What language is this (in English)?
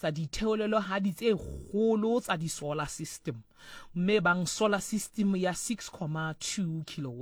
Southern Sotho